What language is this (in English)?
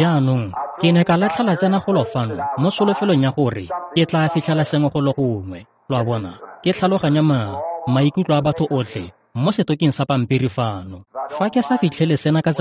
Tswana